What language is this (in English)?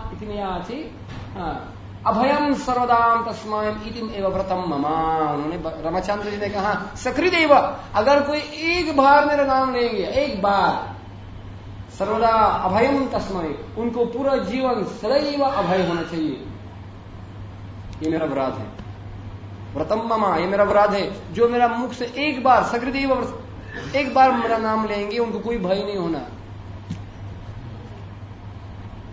Hindi